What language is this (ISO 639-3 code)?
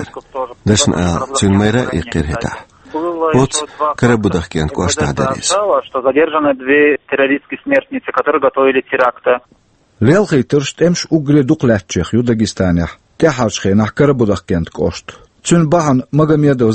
che